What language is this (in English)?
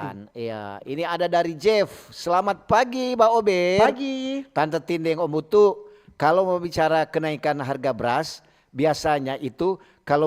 Manado Malay